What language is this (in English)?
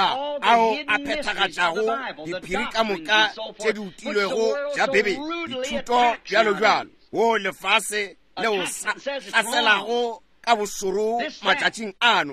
Northern Sotho